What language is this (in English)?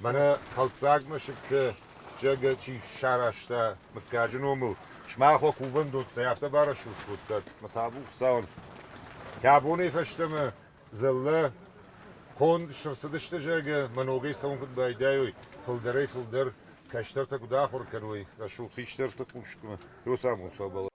Ossetic